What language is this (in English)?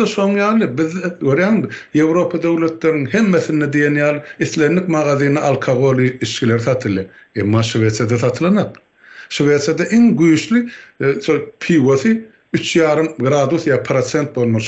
Turkmen